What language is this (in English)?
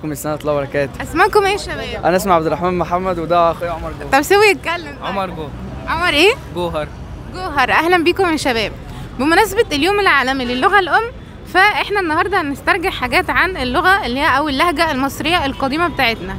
Egyptian Arabic